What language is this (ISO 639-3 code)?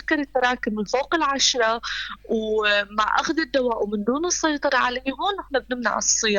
apc